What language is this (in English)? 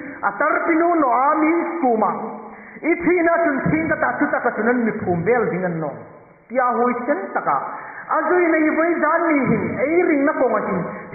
Hmar